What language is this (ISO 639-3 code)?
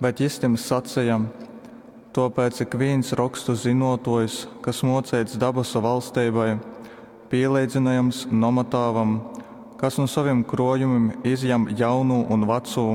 ltg